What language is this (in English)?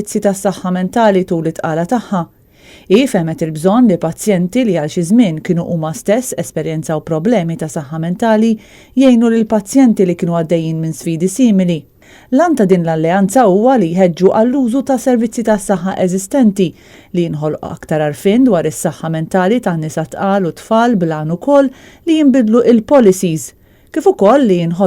Maltese